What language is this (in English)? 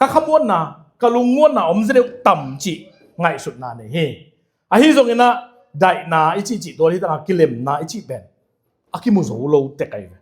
Tedim Chin